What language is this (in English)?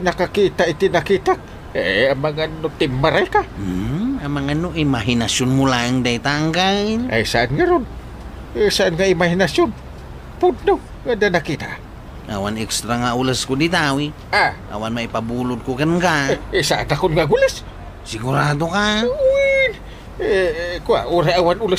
Iloko